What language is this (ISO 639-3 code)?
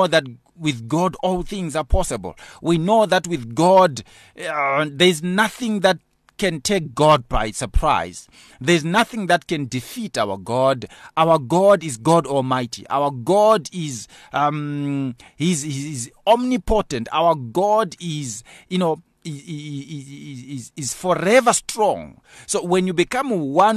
eng